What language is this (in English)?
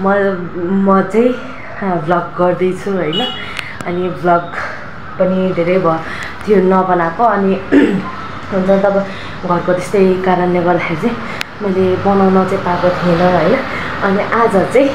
Nepali